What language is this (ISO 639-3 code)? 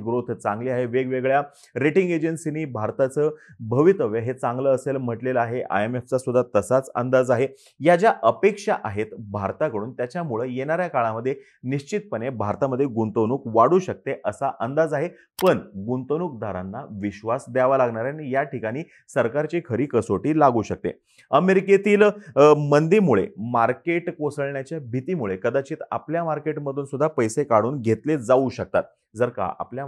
mar